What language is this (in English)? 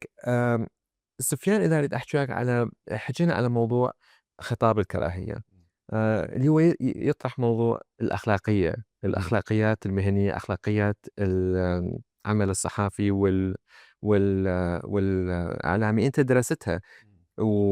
Mesopotamian Arabic